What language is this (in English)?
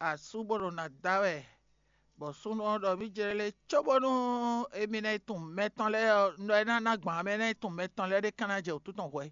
Fon